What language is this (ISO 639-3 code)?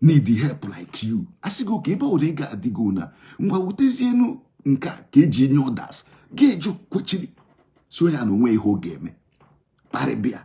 ibo